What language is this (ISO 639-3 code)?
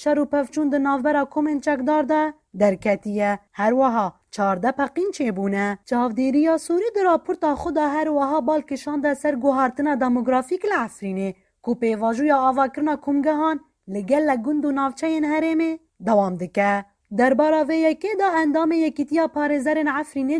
kur